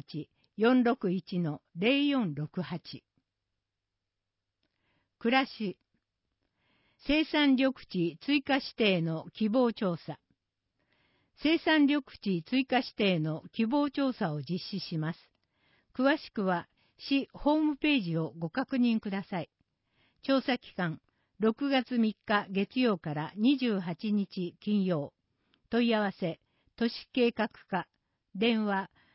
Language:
Japanese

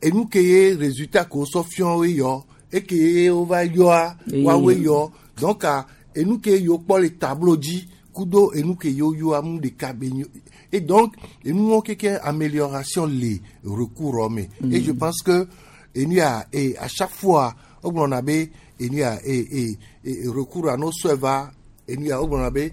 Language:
Gen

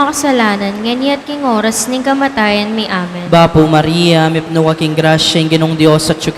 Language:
Pampanga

